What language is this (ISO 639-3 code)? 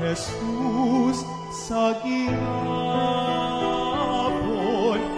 hil